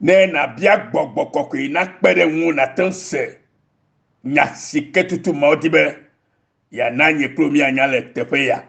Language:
Ewe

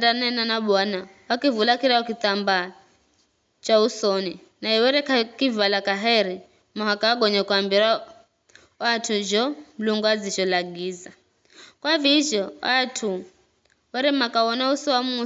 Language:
Giryama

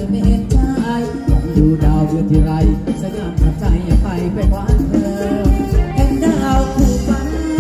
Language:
Thai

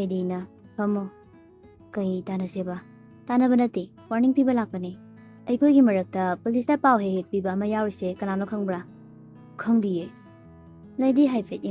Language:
Manipuri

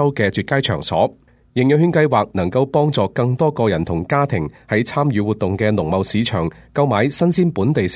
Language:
Cantonese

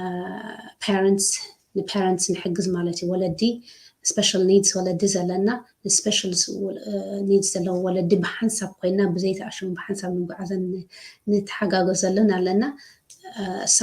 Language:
Tigrinya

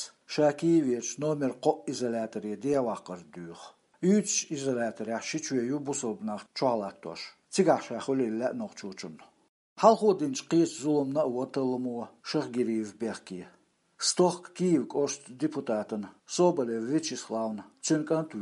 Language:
Chechen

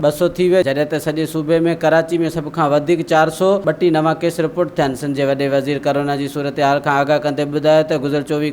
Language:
Sindhi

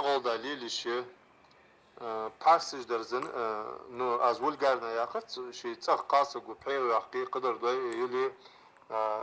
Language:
Ingush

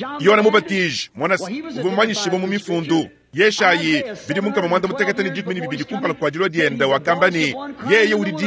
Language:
Luba-Lulua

